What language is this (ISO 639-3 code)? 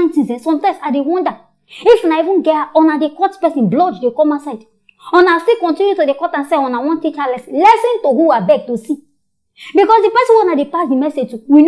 pcm